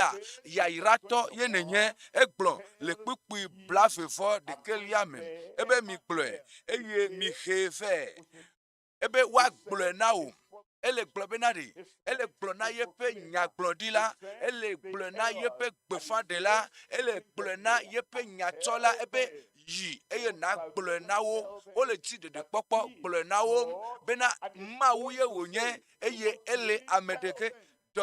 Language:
Ewe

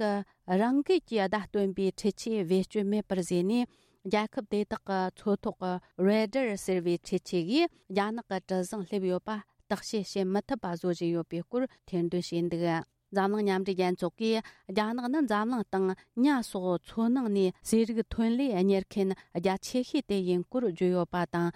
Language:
Tibetan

